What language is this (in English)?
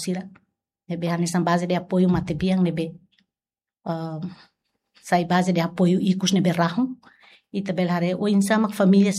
Tetum